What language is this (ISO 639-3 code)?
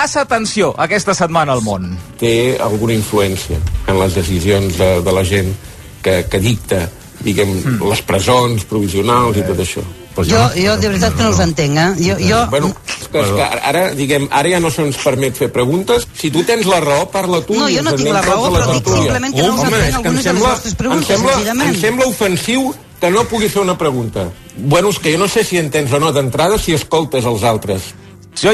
cat